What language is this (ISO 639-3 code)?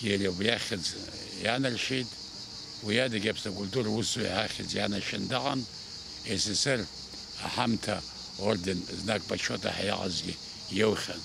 abk